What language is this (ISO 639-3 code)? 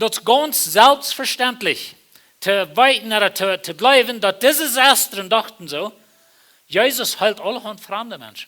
pdt